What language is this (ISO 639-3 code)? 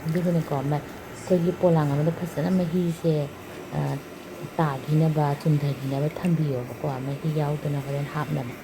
mni